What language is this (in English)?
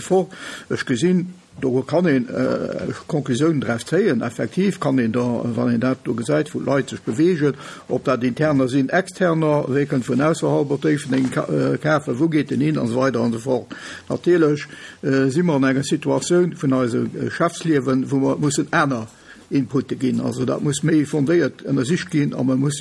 Luxembourgish